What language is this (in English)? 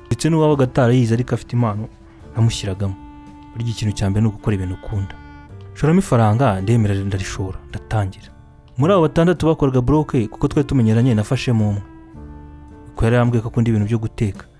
Kinyarwanda